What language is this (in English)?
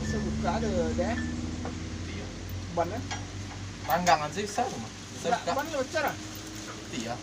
Minangkabau